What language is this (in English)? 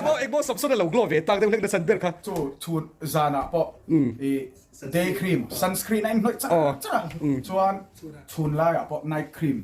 Mizo